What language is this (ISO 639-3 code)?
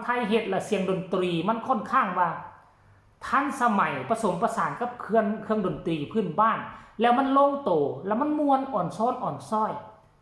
tts